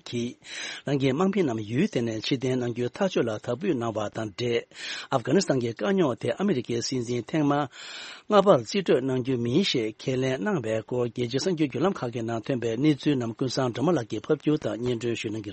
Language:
Tibetan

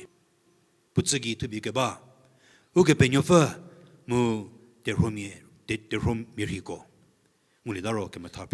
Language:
Angami Naga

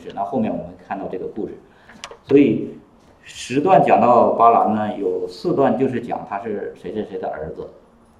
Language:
Chinese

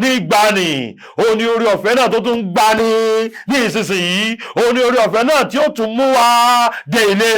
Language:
Yoruba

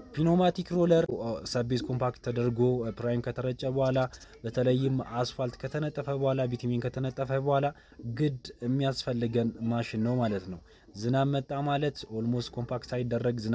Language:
Amharic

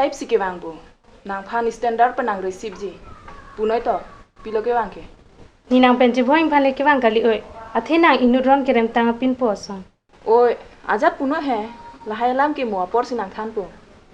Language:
Karbi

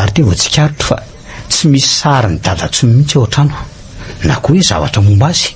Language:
Malagasy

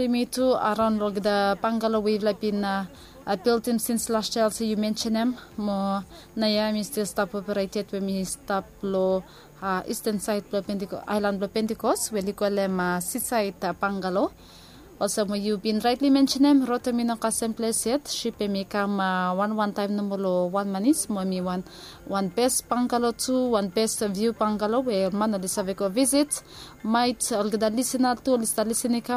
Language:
Bislama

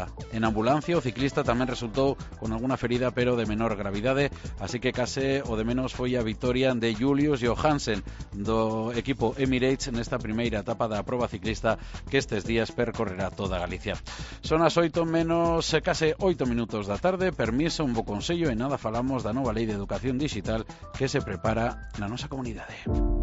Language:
Galician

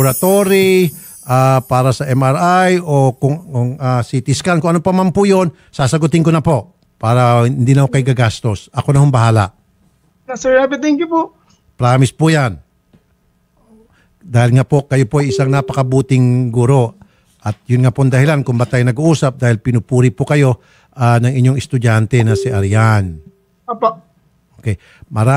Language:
Filipino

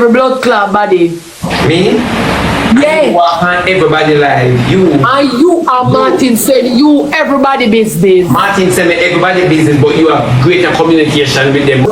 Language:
Jamaican Creole English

